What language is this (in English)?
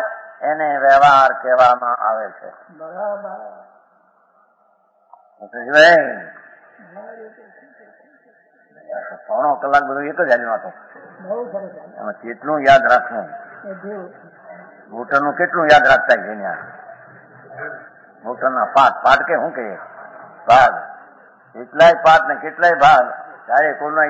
Gujarati